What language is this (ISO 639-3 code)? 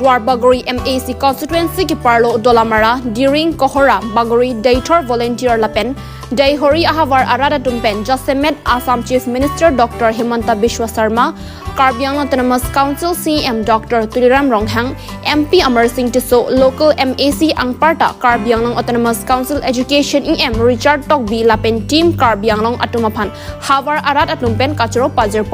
mjw